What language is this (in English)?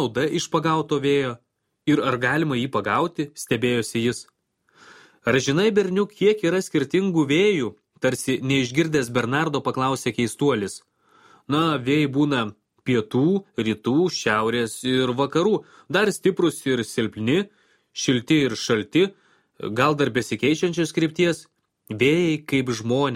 Lithuanian